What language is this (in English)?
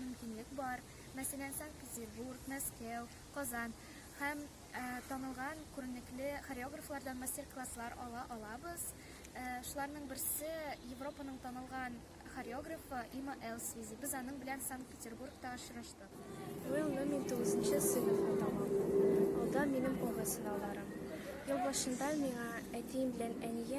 Tatar